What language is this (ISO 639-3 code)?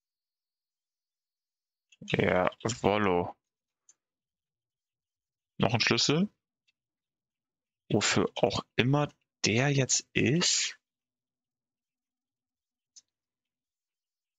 deu